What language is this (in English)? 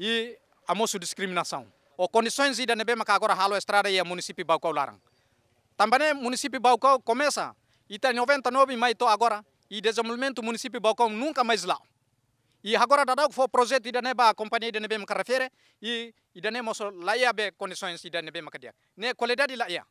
Tetum